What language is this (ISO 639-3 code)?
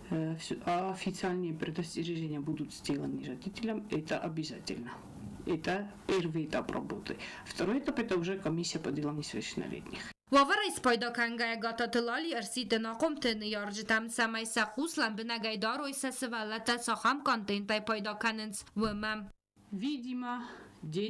oss